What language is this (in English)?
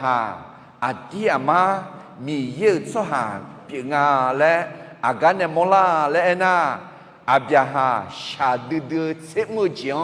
Akha